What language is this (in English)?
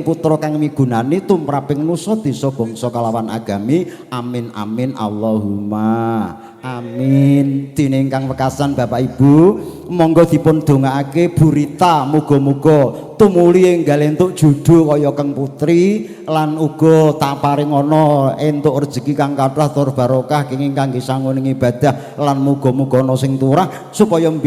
Javanese